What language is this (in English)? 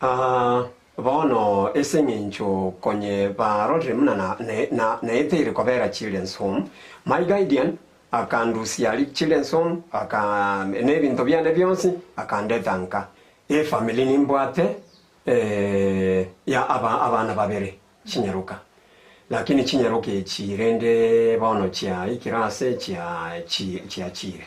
Gusii